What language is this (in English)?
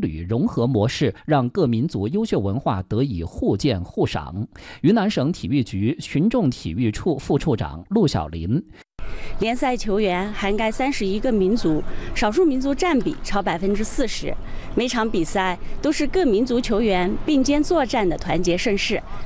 Chinese